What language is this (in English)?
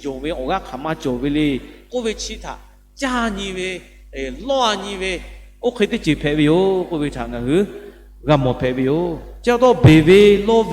Lahu